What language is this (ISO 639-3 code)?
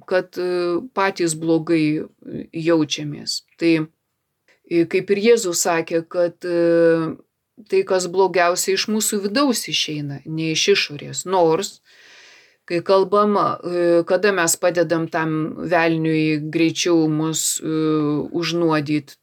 lit